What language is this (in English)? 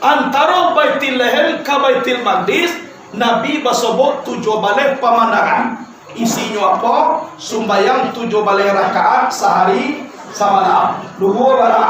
Minangkabau